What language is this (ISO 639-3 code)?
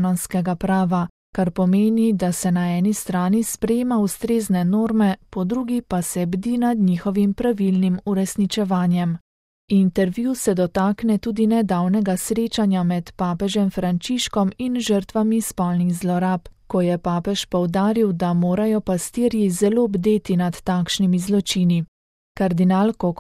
slv